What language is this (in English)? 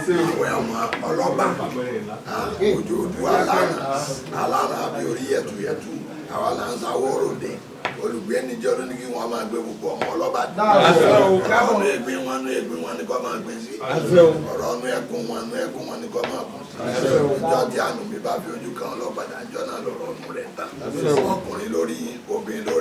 Yoruba